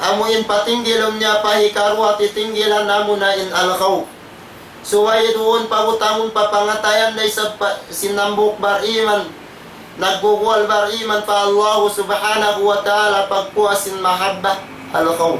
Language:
Tausug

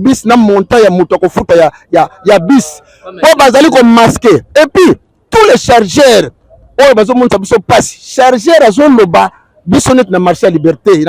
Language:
Lingala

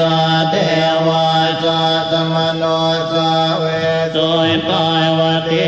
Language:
Pali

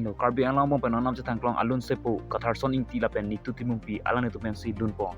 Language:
Karbi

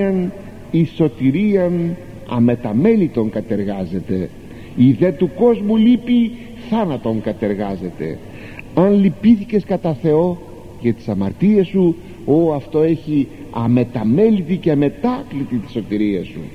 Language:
Greek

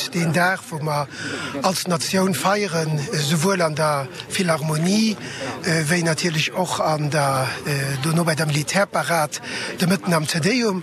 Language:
Luxembourgish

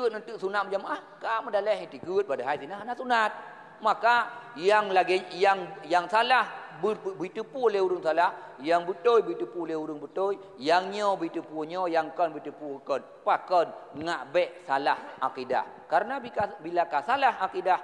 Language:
Achinese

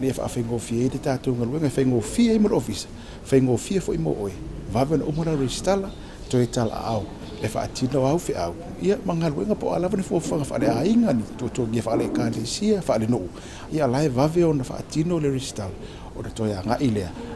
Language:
Samoan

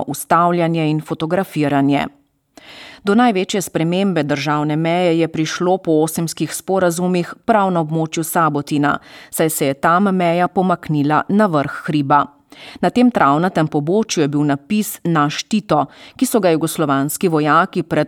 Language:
Slovenian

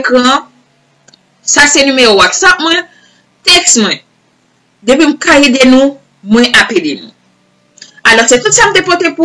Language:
Haitian Creole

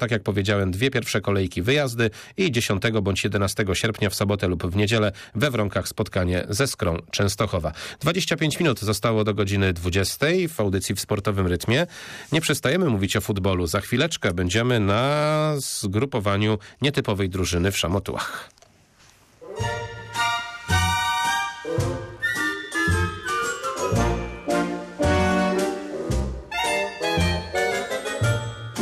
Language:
Polish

